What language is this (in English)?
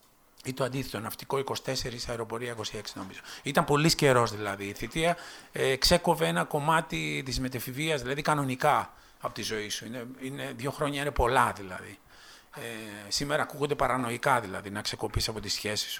Greek